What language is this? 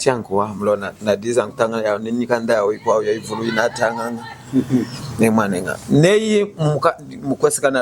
Lunda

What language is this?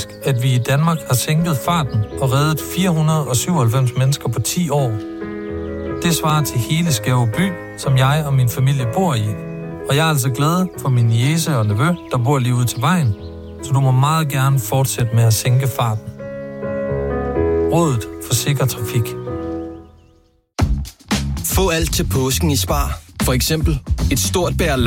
Danish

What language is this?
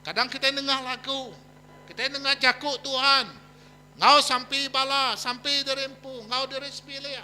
Iban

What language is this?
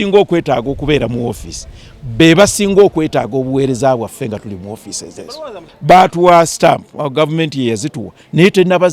Ganda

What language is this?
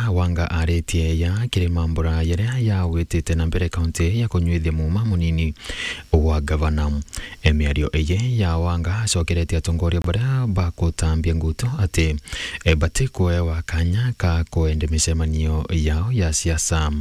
Meru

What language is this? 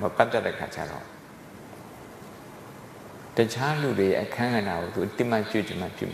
Burmese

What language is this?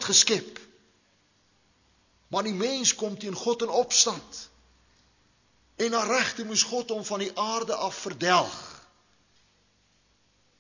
Afrikaans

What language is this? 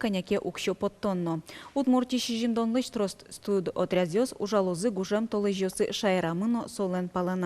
Udmurt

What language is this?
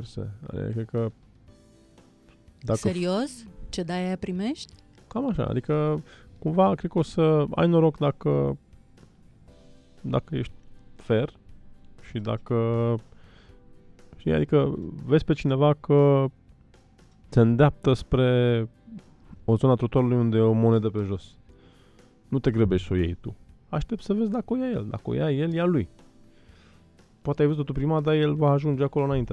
Romanian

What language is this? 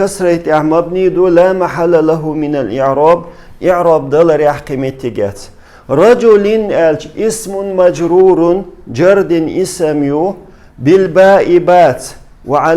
Chechen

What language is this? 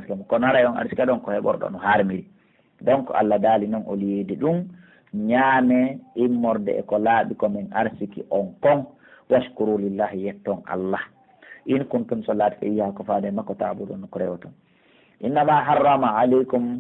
Pular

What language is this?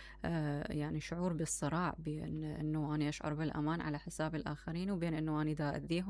Mesopotamian Arabic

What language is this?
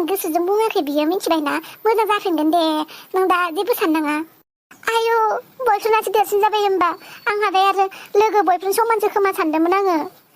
Bodo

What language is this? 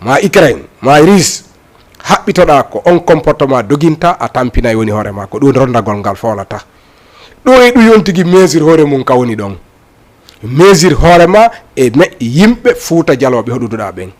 Fula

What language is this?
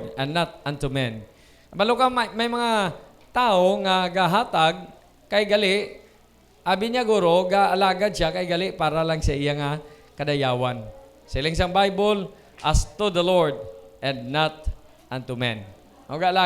Hiligaynon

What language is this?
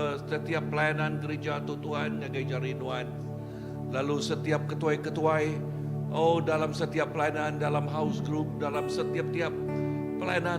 Iban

